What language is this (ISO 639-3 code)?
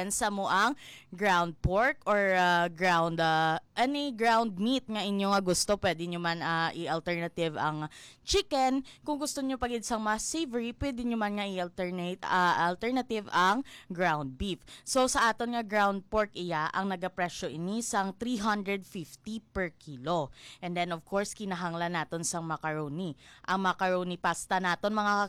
hil